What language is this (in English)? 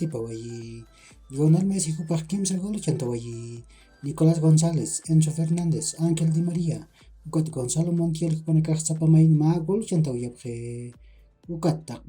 Aymara